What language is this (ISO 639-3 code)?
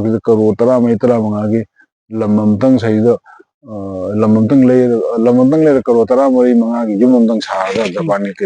mni